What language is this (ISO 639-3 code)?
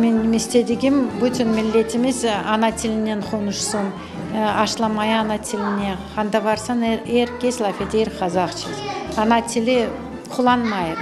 crh